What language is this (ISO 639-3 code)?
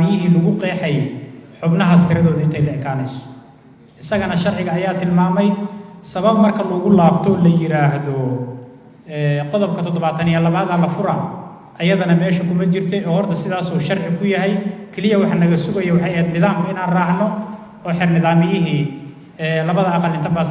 som